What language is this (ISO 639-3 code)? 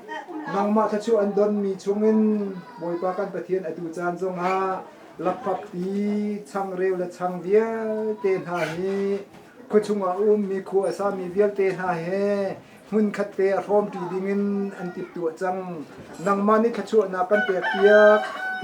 cnh